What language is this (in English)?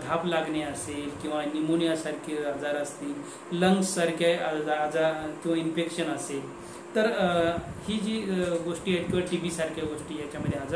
Marathi